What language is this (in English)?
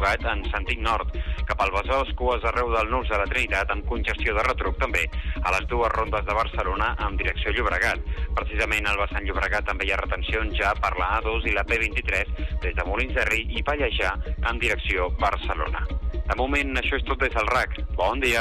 Catalan